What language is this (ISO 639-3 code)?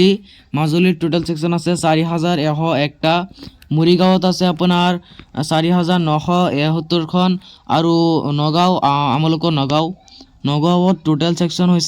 asm